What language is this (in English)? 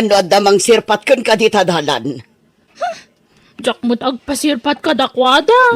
Iloko